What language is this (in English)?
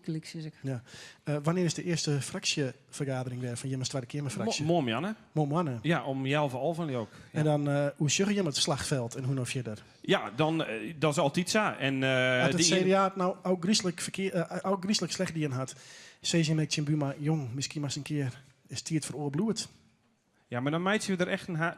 Western Frisian